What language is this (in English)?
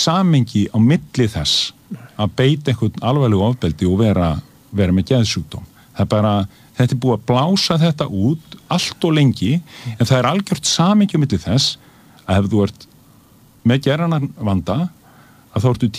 Icelandic